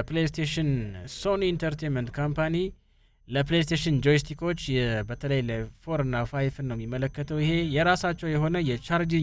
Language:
Amharic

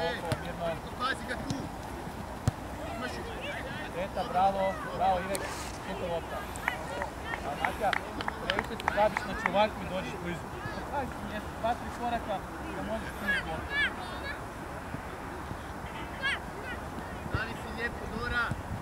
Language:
Croatian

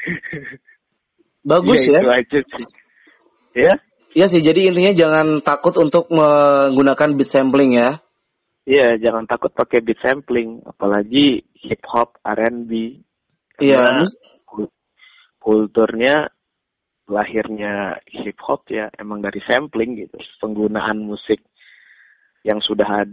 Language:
Indonesian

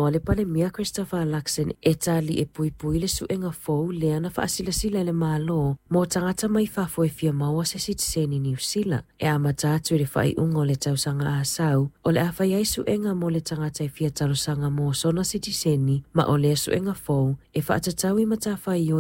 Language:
Samoan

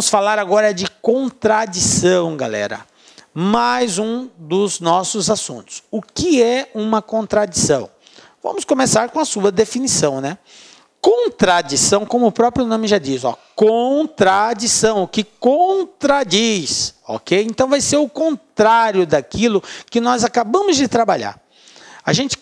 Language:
Portuguese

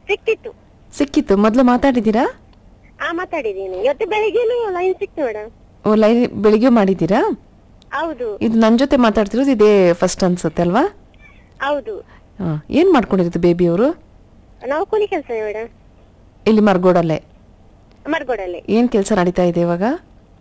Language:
Kannada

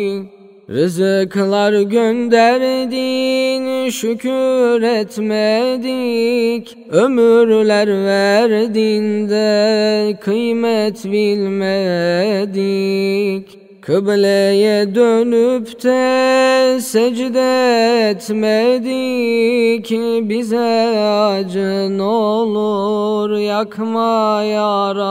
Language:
Turkish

